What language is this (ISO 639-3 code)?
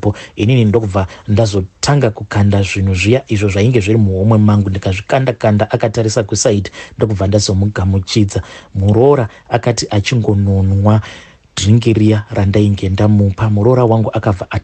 sna